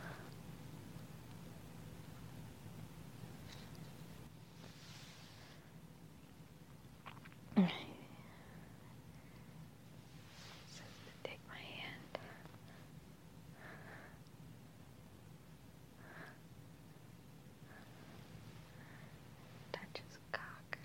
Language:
English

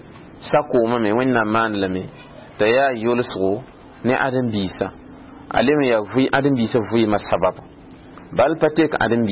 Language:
Mossi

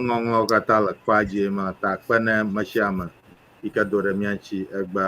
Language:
Ewe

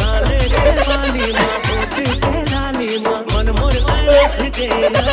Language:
Chhattisgarhi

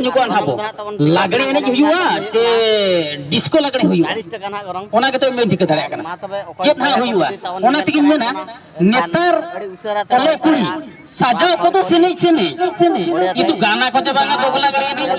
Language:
Santali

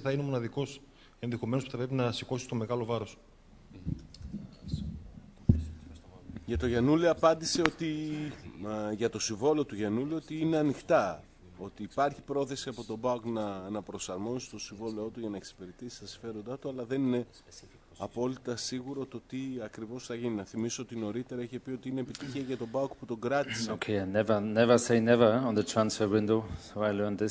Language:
Greek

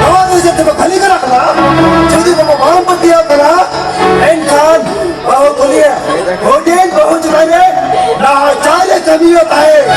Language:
Santali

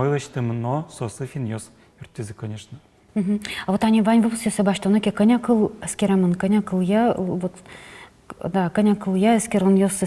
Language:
Udmurt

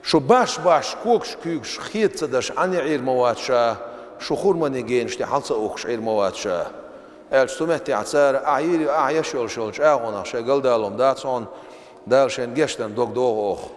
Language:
Chechen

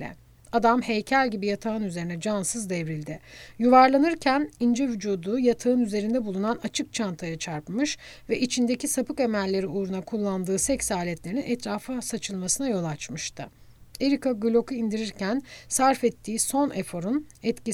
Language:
Turkish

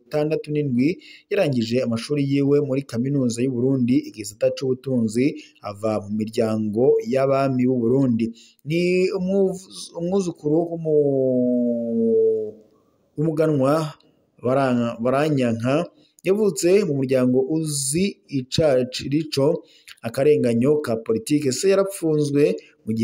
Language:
Rundi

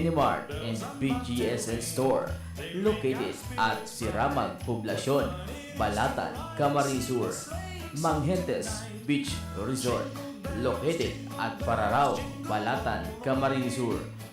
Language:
Bikol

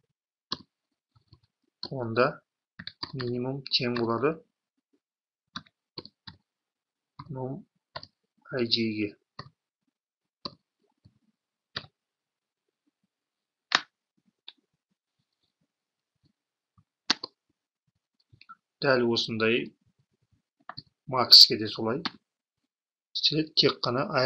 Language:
Kazakh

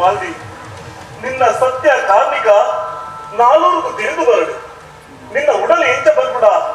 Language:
Tulu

